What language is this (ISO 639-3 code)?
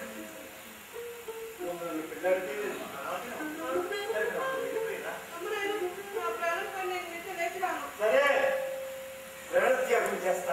tel